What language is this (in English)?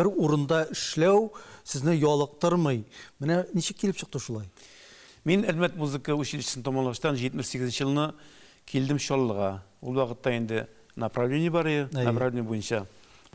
Tatar